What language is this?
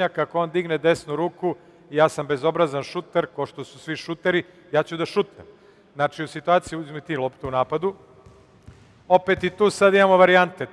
Serbian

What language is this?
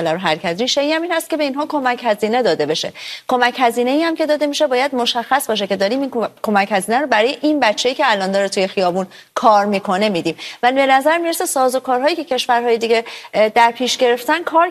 Persian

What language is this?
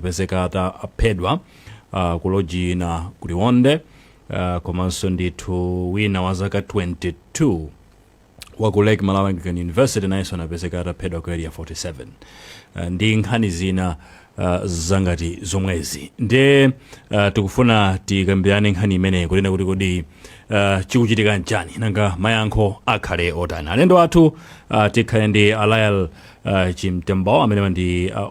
Nyanja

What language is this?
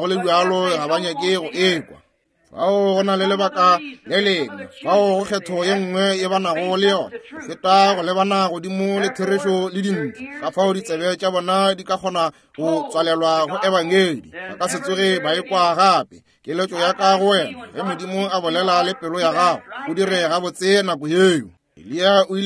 Northern Sotho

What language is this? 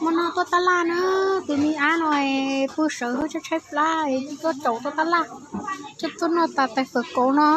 Hmong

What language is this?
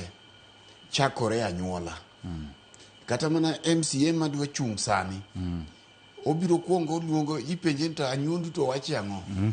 Luo (Kenya and Tanzania)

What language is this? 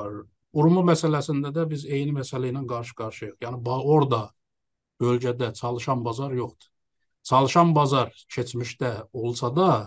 South Azerbaijani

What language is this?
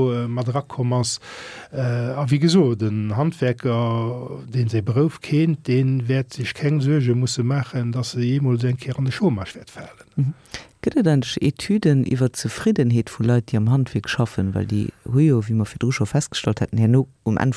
Luxembourgish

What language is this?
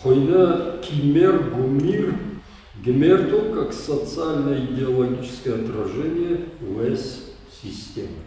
Ossetic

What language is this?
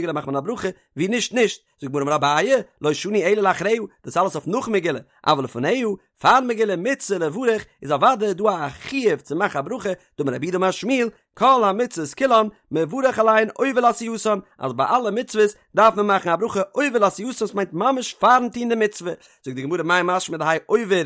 Yiddish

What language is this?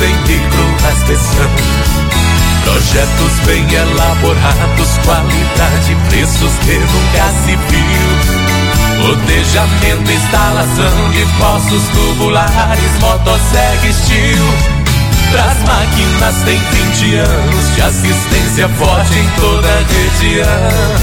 Portuguese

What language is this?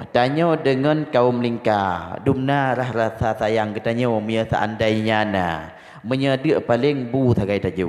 Achinese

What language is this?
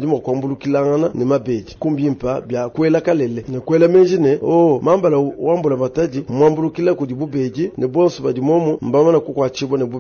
Luba-Lulua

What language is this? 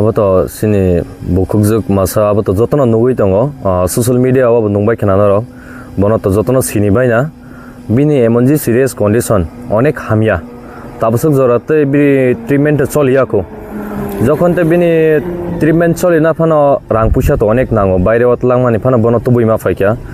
Kok Borok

